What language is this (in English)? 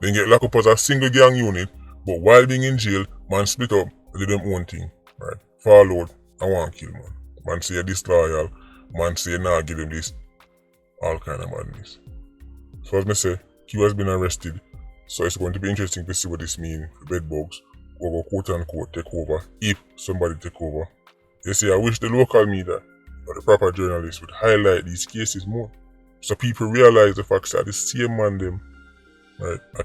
Jamaican Creole English